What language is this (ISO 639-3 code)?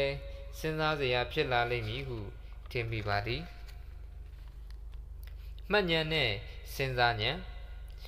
mya